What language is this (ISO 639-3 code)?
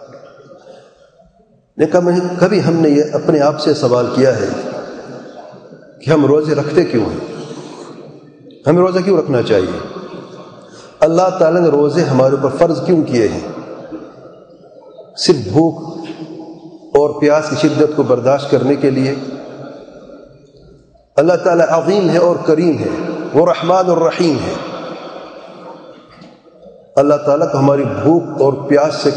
urd